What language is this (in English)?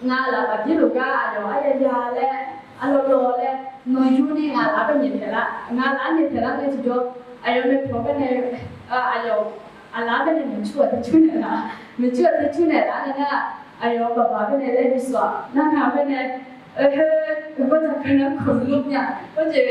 Akha